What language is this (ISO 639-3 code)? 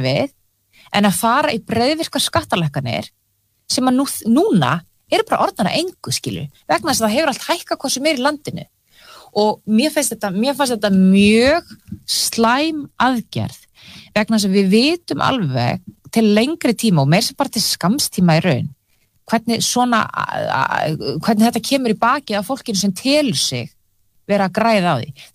isl